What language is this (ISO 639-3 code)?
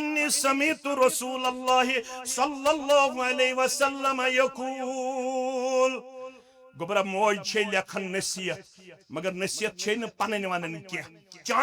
kas